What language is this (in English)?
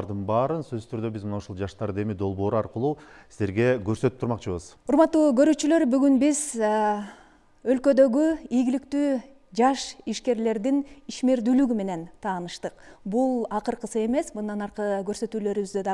Kyrgyz